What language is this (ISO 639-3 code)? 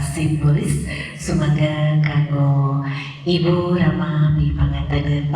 sun